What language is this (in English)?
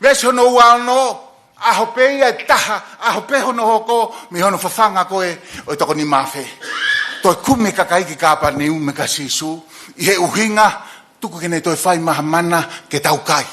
Tongan